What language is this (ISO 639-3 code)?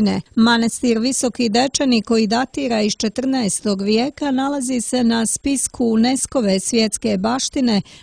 srp